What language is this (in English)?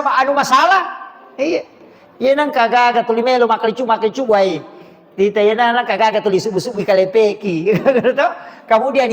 Buginese